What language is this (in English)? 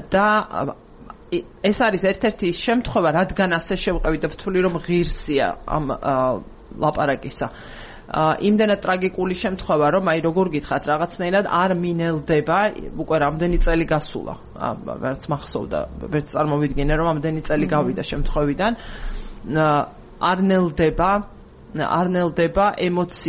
Georgian